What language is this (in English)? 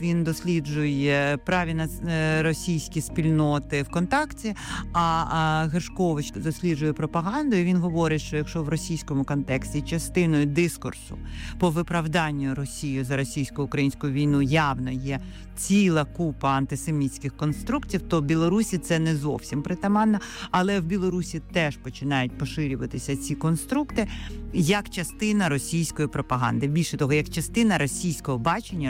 Ukrainian